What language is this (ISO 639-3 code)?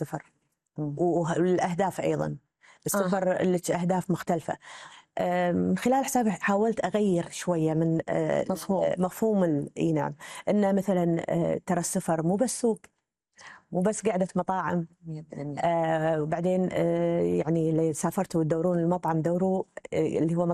afb